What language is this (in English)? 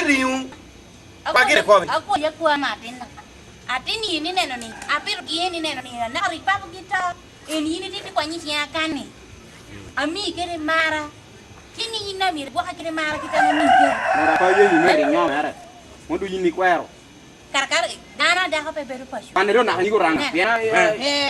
Lango (Uganda)